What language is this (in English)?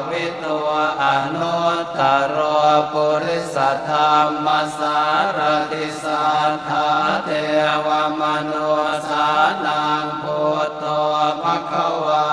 Pali